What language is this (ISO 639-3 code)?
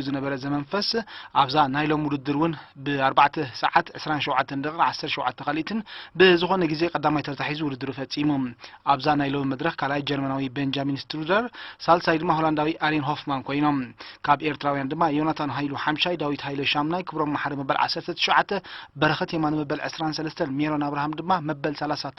tir